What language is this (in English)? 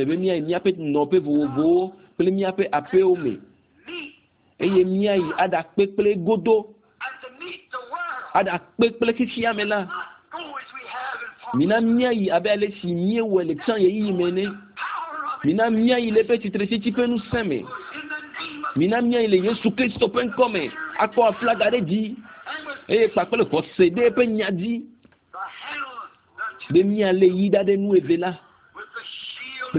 Ewe